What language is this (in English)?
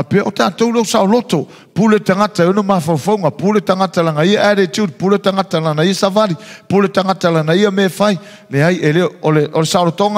Samoan